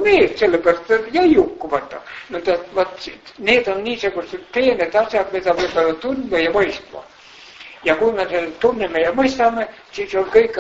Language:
Estonian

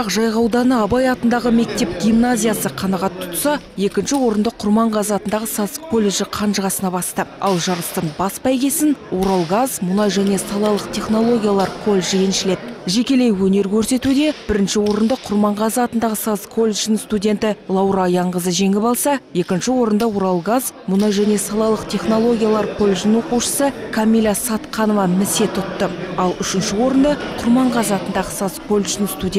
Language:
Kazakh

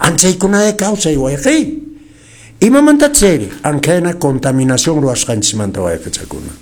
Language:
Quechua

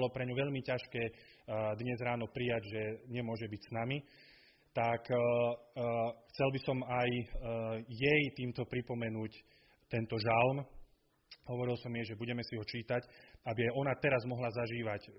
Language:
Slovak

